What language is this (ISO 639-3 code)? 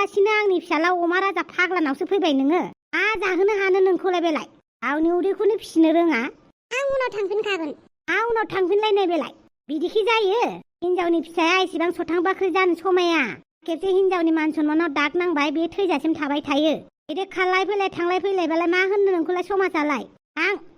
brx